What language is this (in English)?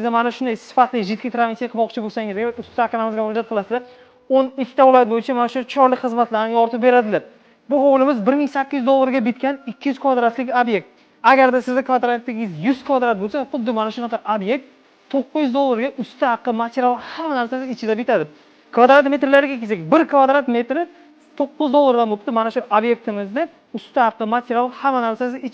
Uzbek